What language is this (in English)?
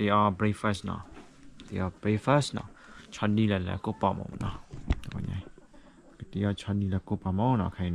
S'gaw Karen